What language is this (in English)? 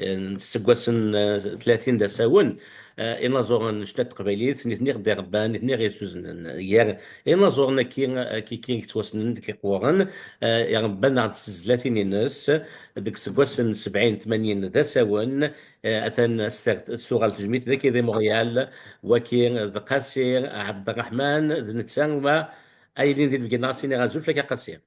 Kabyle